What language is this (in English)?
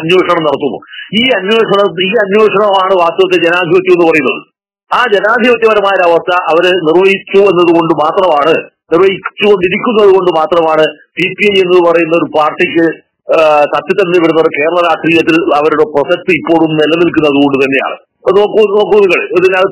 Malayalam